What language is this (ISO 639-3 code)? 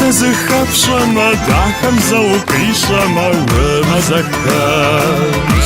kbd